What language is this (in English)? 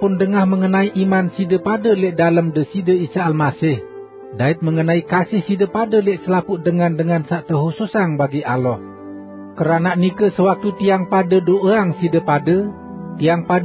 Sasak